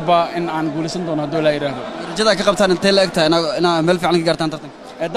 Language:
Somali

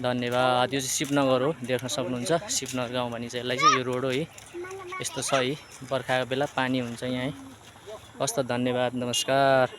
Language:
Nepali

